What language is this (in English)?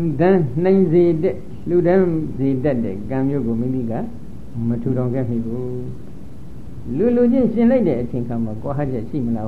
Burmese